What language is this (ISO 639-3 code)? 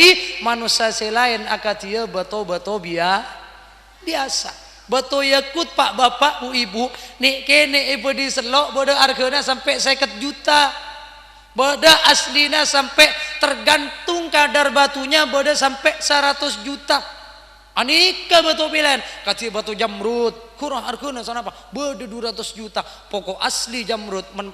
mad